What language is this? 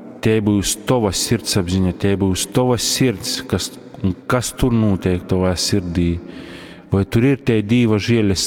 Latgalian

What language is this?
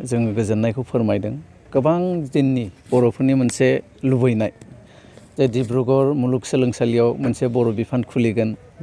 Bodo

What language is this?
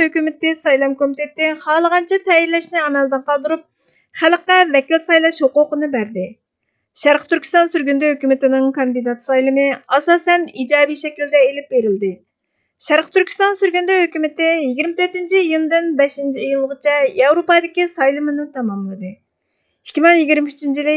Uyghur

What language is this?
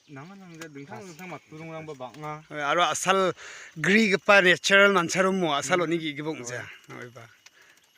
Garo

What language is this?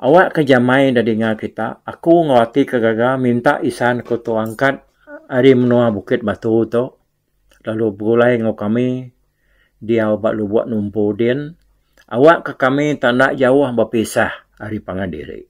Iban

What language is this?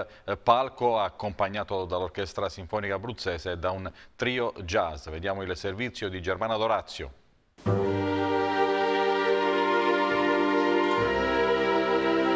Italian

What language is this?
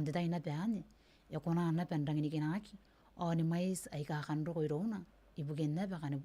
Gilbertese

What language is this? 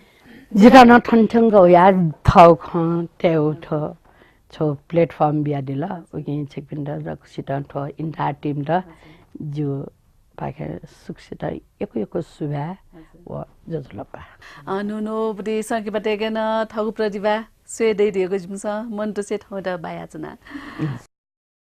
Newari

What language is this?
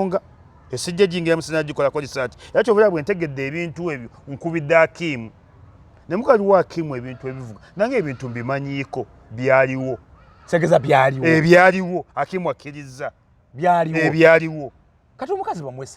Ganda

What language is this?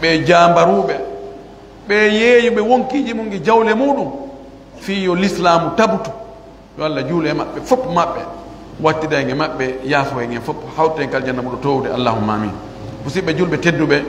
Pular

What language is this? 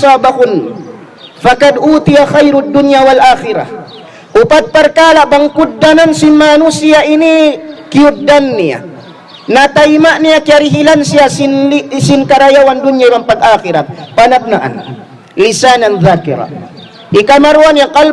Tausug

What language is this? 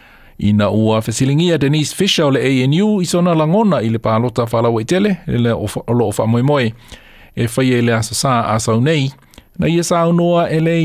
Samoan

